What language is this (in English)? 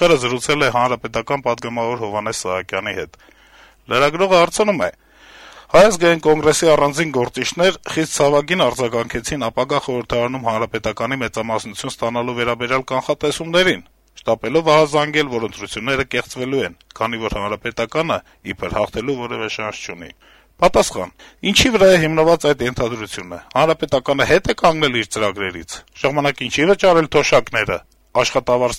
Armenian